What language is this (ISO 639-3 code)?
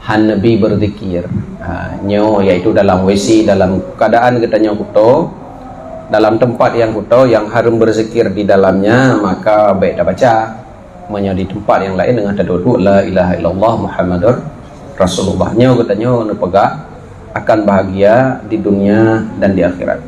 ace